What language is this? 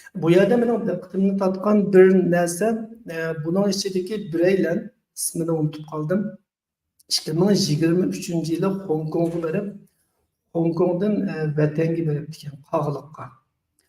Uyghur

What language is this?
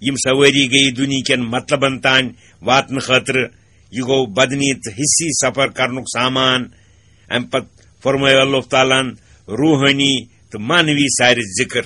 Kashmiri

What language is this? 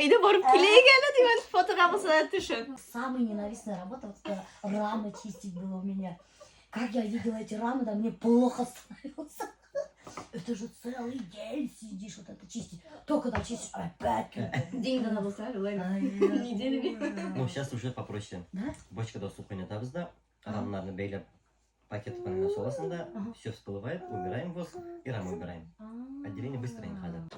Bashkir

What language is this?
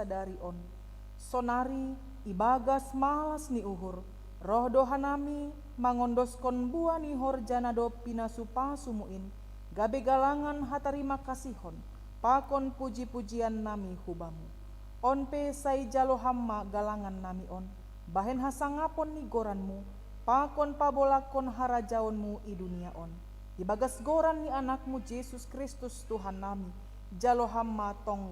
Batak Simalungun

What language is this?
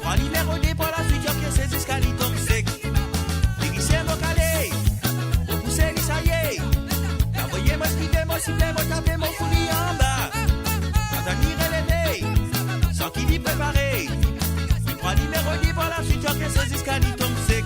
Morisyen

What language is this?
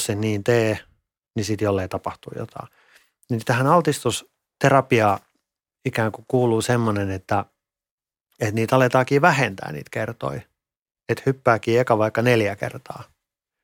Finnish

